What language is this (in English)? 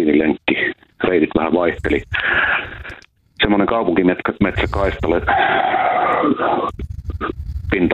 Finnish